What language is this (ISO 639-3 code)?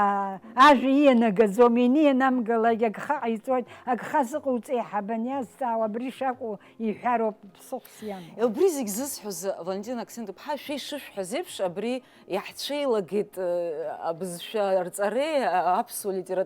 abk